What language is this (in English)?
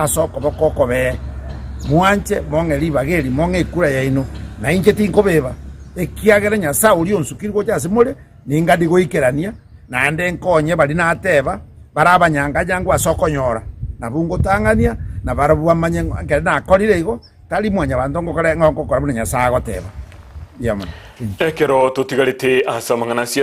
Gusii